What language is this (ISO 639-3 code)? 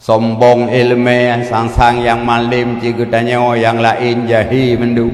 ace